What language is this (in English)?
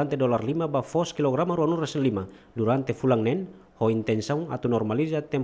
Tetum